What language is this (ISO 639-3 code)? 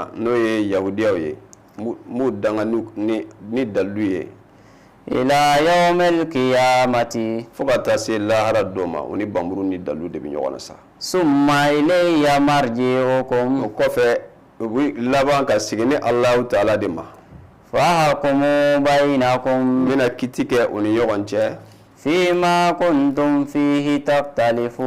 bam